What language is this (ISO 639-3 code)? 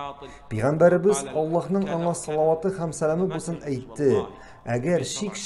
tat